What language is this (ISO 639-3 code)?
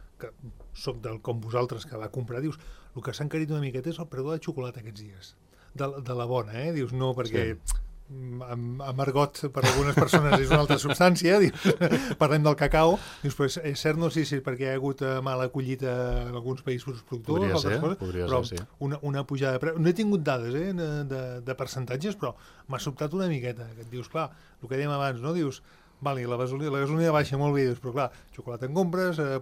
cat